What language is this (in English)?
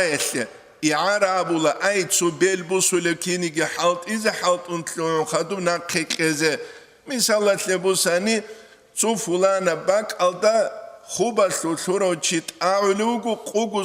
Avaric